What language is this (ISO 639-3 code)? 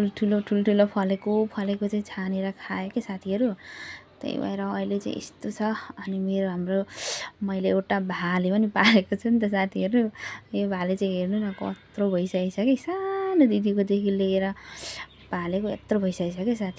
nep